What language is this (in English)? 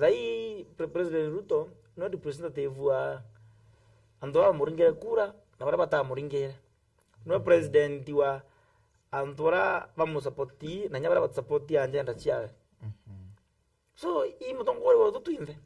Meru